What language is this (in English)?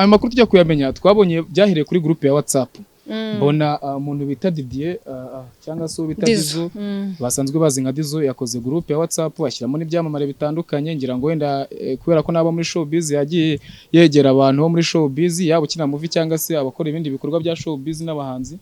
Kinyarwanda